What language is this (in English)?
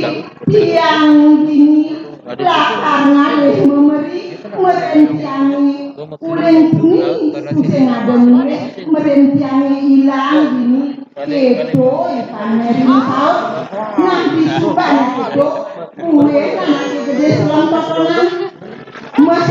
Balinese